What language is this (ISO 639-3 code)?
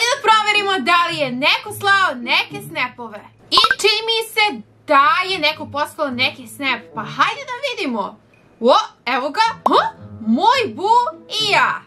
srp